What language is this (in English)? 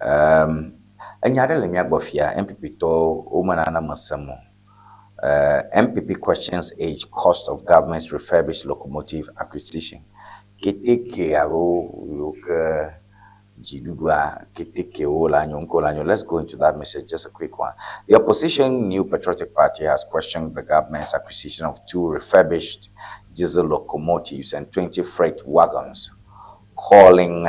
Ewe